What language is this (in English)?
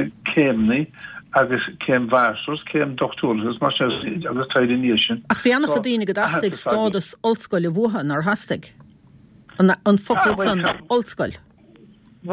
Irish